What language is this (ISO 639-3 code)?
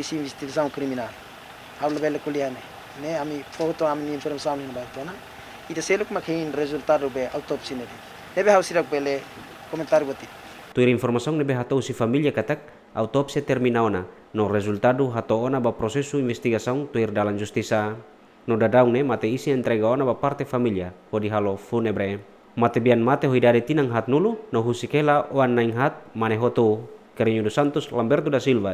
tet